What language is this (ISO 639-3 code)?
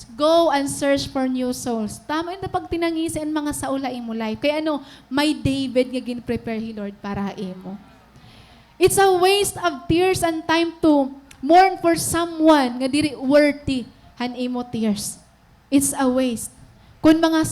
war